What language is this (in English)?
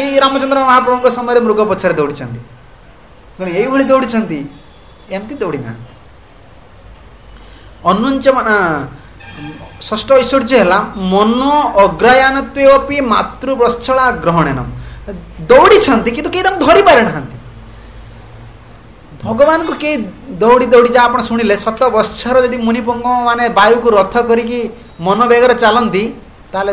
Odia